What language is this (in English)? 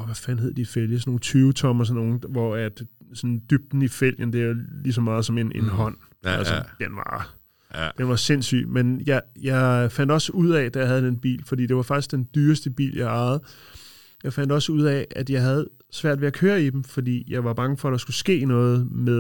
Danish